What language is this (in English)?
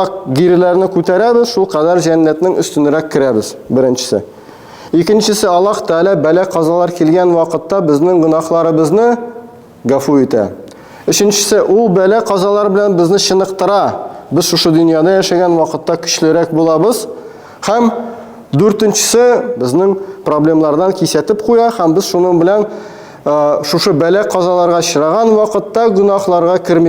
Tatar